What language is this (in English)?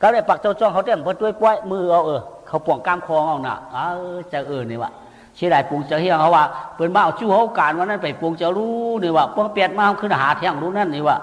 Shan